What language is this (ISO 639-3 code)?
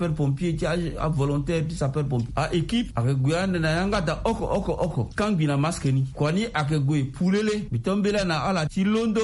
sag